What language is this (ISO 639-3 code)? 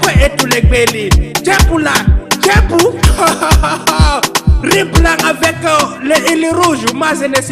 ful